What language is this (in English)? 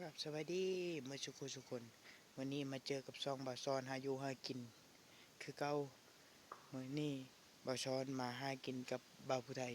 Lao